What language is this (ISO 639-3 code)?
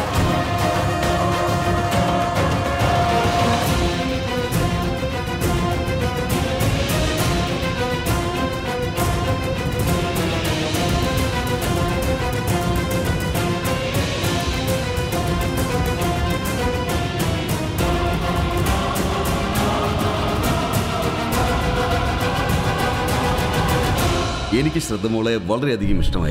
mal